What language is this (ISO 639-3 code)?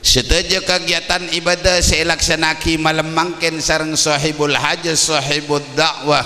mad